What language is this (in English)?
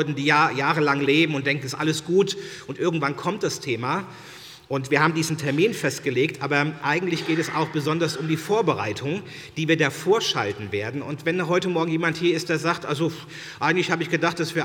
German